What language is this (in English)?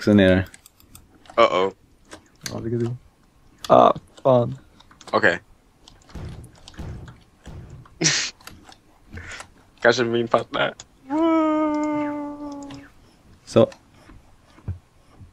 Swedish